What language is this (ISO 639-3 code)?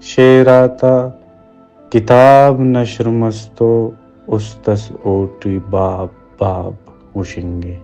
brh